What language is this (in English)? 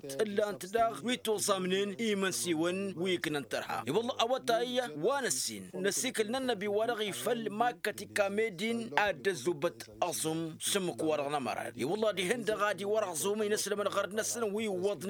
Tamasheq